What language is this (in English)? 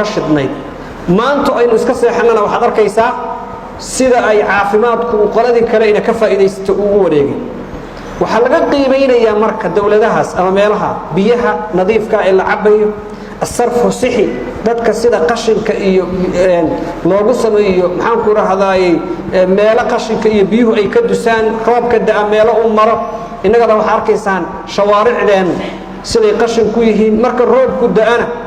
Somali